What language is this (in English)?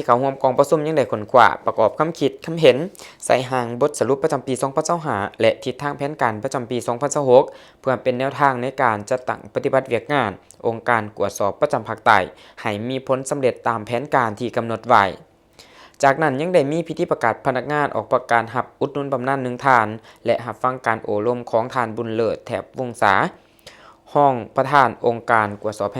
Lao